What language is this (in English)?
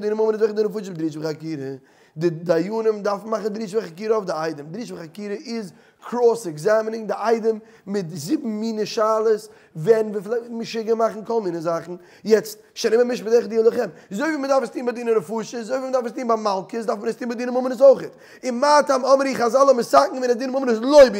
Yiddish